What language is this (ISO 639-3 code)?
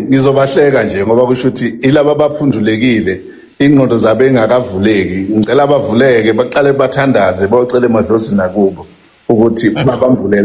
zul